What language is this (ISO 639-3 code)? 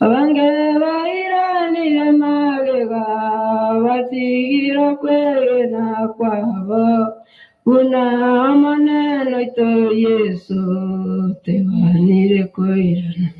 guz